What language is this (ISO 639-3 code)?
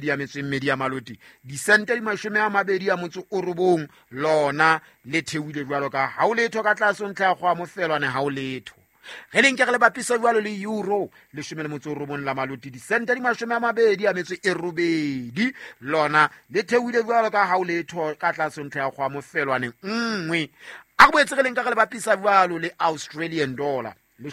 sot